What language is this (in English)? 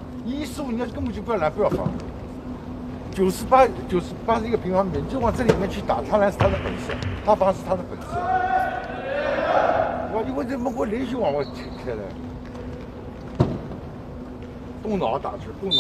Chinese